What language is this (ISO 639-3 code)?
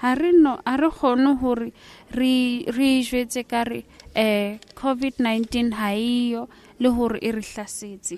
sot